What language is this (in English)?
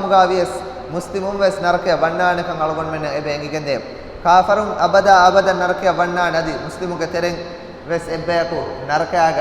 Divehi